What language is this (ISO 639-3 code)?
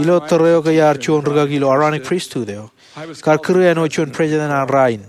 mah